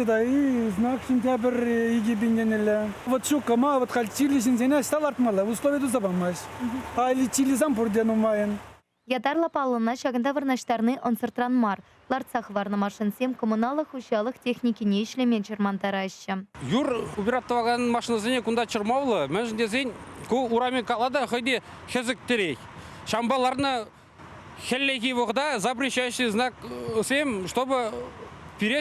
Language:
Chuvash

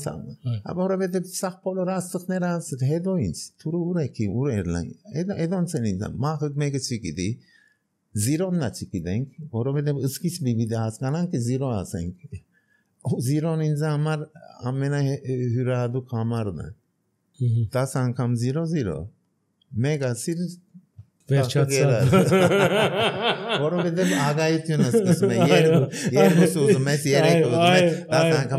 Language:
Armenian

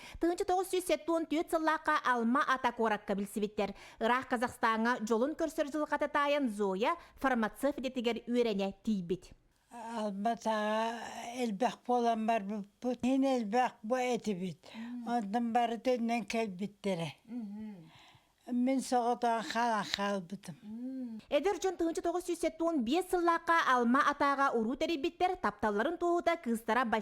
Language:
Yakut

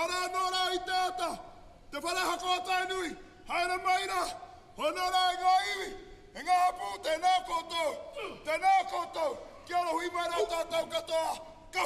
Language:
Māori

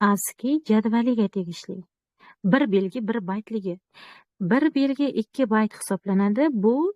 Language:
Uzbek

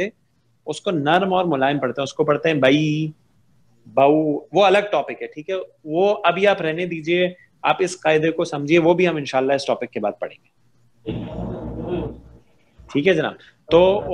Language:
Urdu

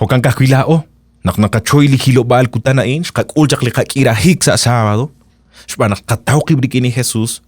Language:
Kekchí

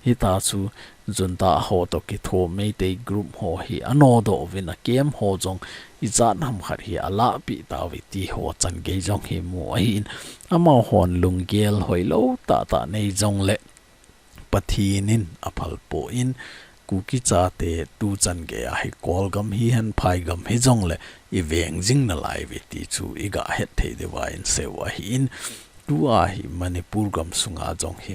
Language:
Thado Chin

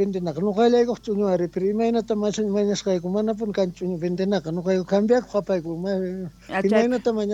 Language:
South Bolivian Quechua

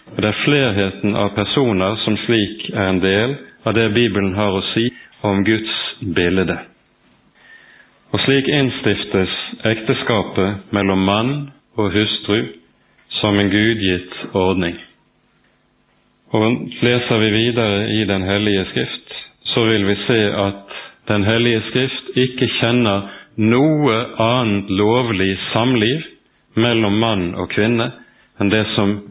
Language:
Norwegian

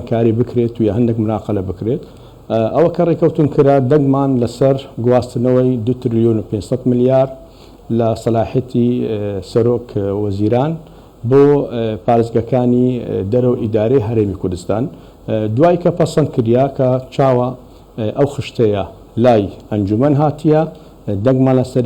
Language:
Central Kurdish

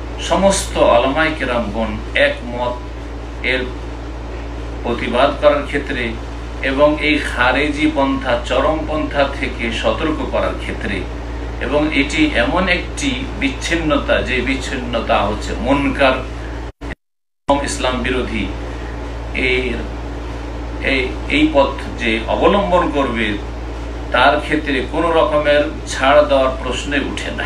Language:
Bangla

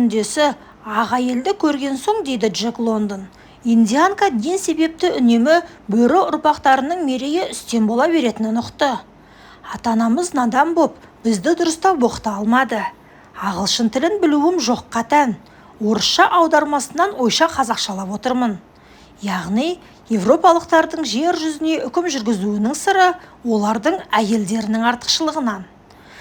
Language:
Kazakh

